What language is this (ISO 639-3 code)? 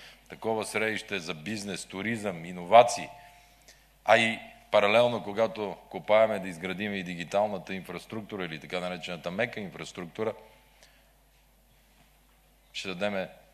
bul